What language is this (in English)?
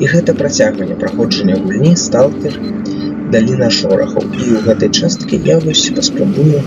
Belarusian